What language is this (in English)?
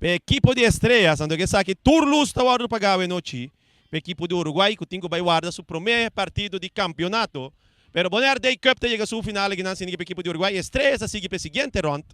Papiamento